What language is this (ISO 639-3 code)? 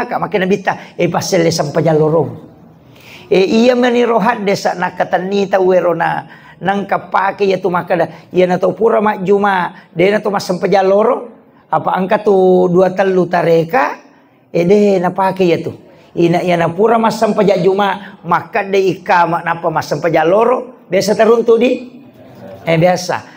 bug